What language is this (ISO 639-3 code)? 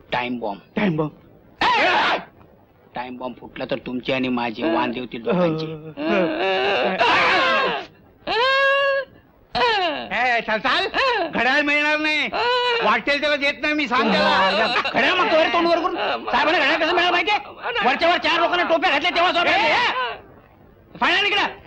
mar